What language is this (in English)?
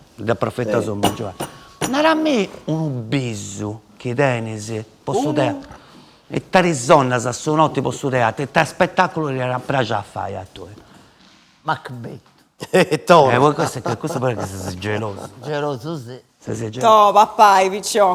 Sardinian